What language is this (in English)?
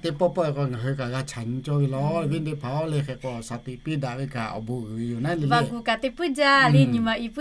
Lahu